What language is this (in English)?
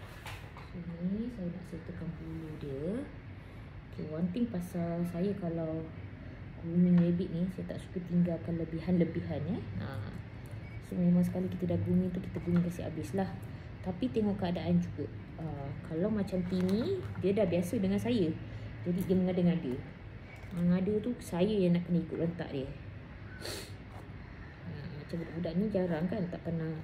Malay